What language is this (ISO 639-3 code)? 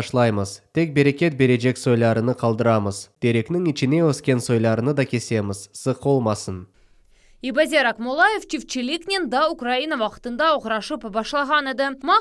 crh